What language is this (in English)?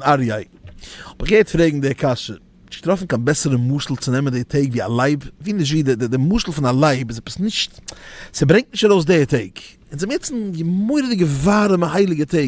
Yiddish